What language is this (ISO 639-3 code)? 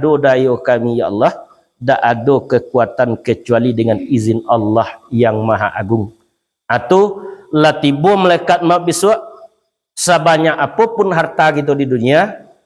min